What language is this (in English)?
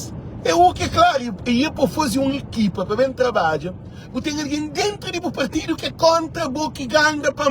Kabuverdianu